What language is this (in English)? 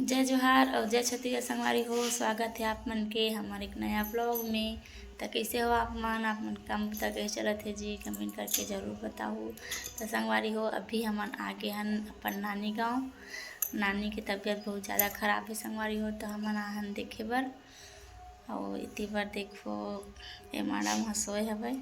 Chhattisgarhi